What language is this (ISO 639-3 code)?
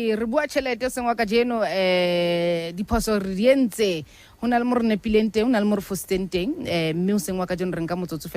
sot